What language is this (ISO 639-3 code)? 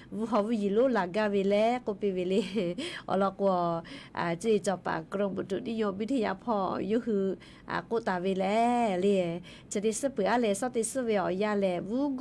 lhu